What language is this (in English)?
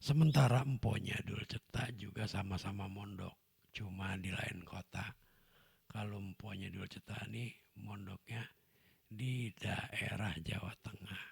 Betawi